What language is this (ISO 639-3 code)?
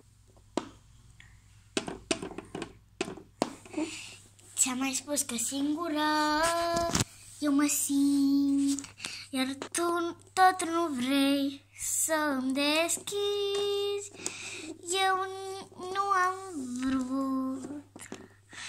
ron